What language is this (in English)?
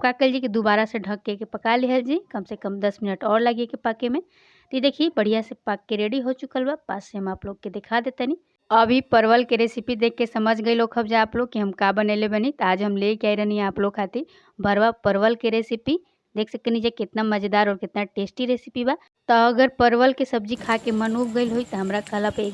Bhojpuri